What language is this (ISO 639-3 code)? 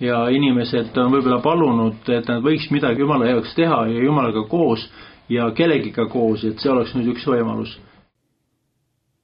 est